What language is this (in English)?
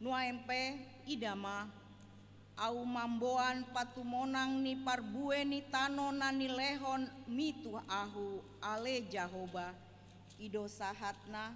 Batak Toba